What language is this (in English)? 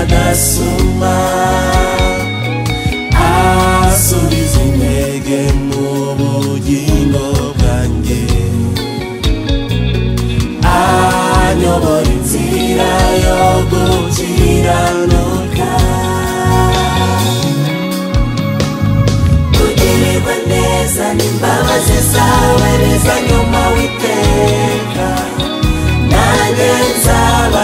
Kinyarwanda